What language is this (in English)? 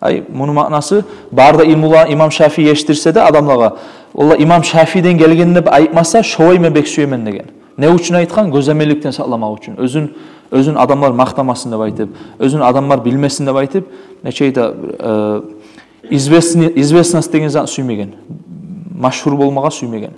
Kumyk